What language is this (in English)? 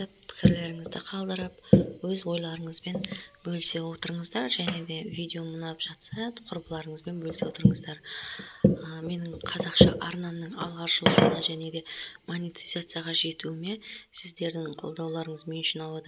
Kazakh